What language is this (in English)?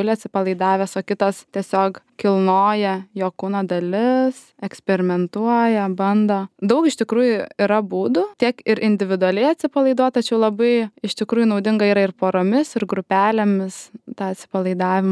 Lithuanian